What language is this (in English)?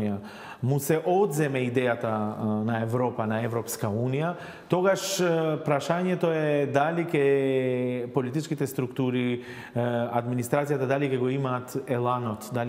Macedonian